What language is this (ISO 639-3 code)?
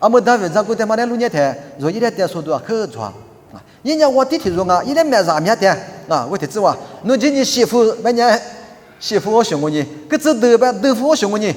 lis